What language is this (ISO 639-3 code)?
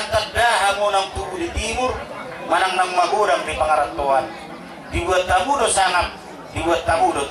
bbc